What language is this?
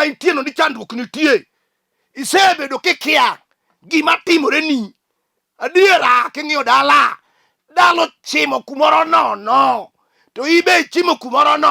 Luo (Kenya and Tanzania)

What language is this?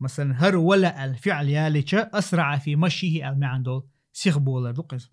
Chechen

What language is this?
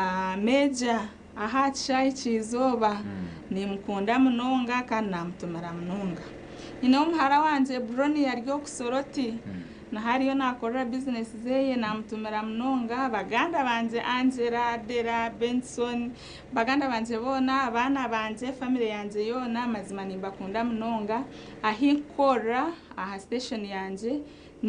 Nyankole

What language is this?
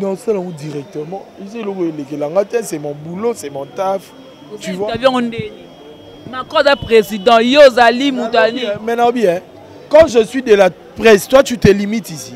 Lingala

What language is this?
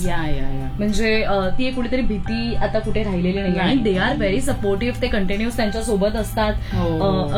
Marathi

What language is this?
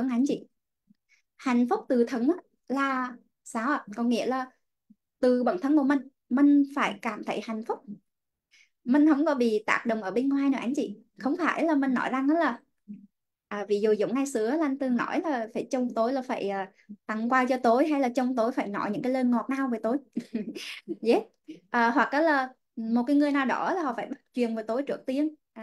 Vietnamese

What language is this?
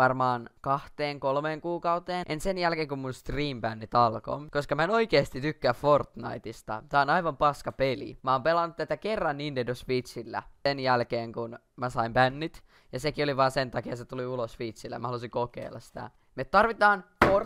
Finnish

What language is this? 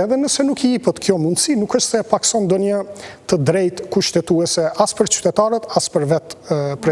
Albanian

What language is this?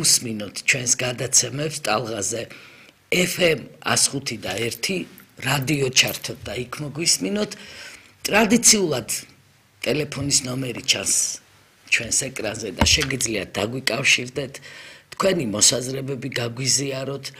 Georgian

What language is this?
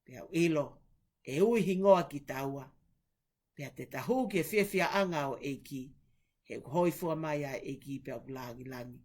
Tongan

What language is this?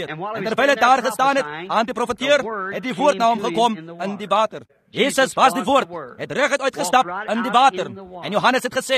Afrikaans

